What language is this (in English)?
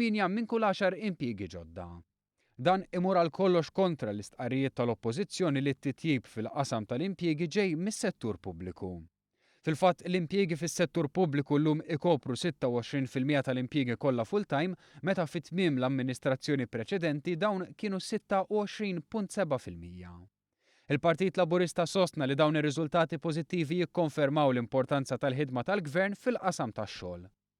Maltese